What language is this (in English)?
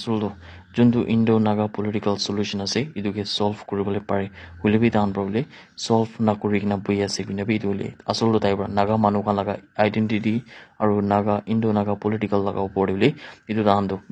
Naga Pidgin